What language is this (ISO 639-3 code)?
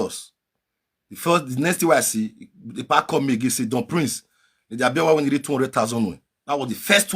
pcm